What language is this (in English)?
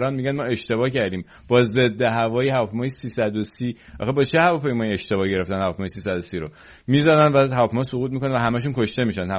Persian